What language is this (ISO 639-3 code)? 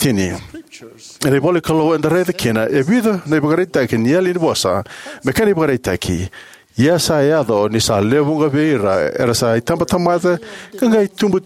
fij